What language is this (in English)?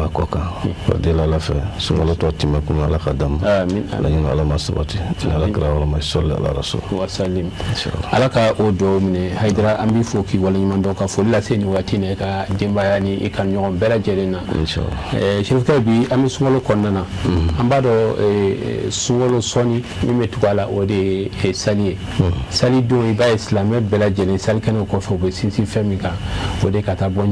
Bambara